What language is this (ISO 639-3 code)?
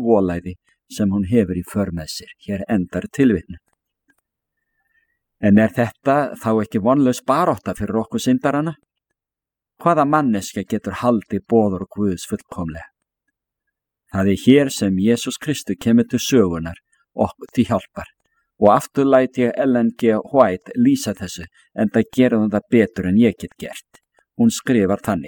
isl